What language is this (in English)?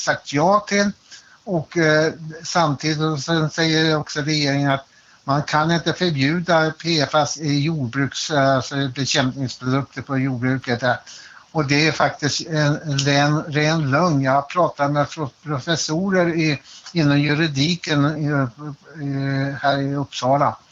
Swedish